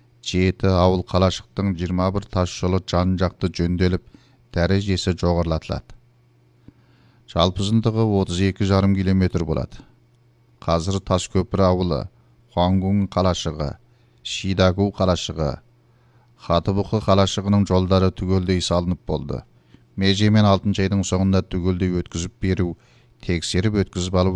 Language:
Kazakh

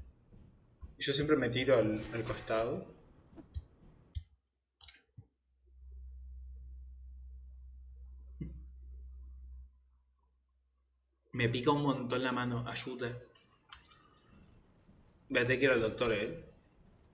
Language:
Spanish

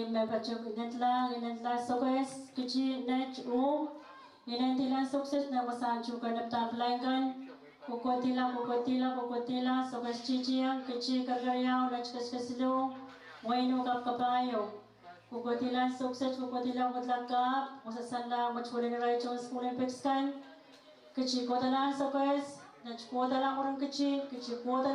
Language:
Pohnpeian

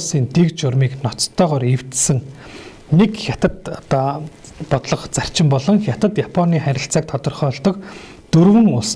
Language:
Mongolian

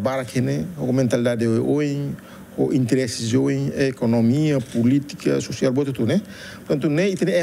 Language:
Tetum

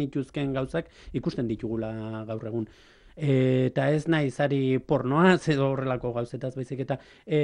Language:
Basque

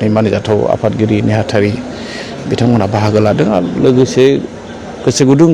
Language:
Bodo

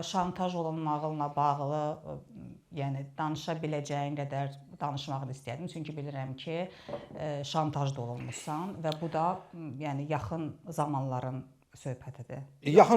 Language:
Azerbaijani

